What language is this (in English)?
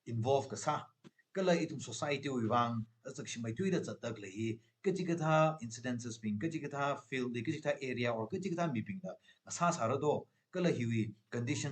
Tangkhul Naga (India)